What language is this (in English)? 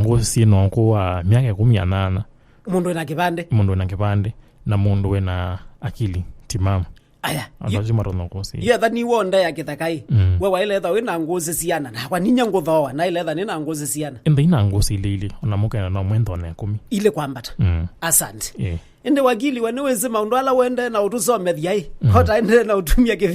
Kamba